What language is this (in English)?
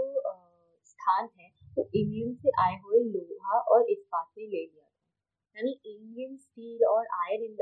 Hindi